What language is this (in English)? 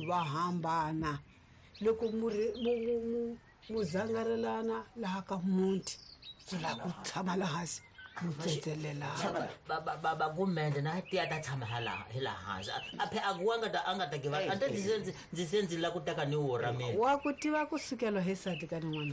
Tsonga